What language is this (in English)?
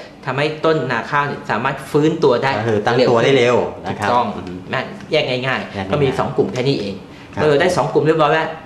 Thai